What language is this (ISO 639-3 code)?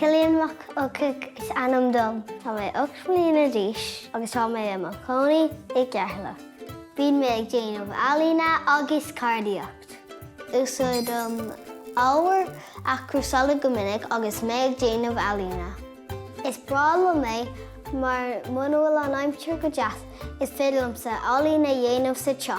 gle